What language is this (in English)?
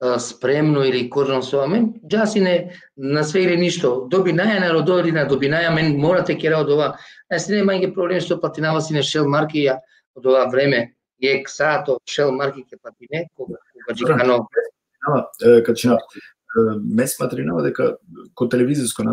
Balkan Romani